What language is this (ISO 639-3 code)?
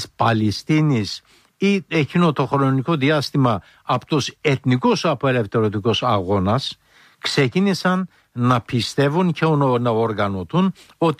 ell